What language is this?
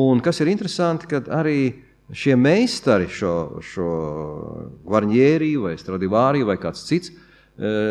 Latvian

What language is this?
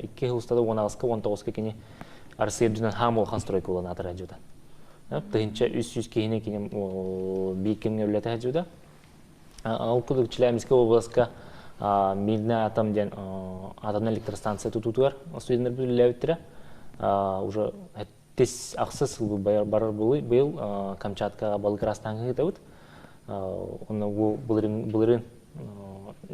Yakut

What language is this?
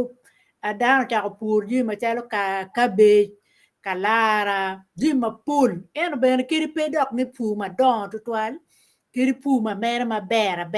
Acoli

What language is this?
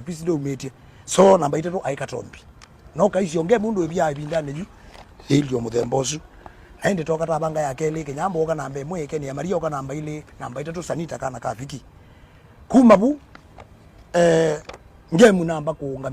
Kamba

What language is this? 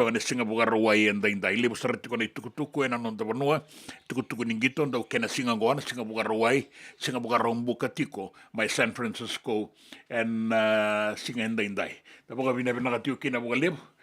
Fijian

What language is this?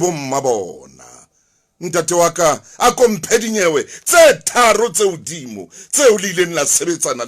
Southern Sotho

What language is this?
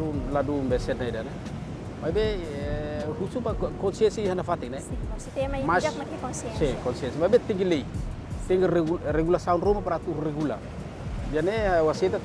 Tetum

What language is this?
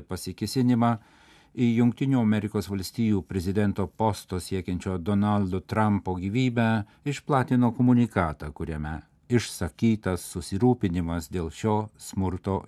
Lithuanian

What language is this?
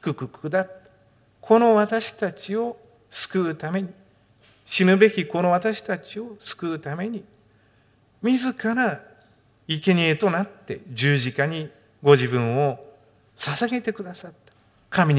Japanese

